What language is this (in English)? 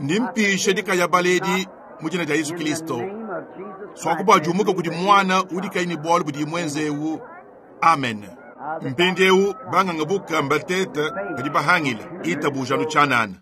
Luba-Lulua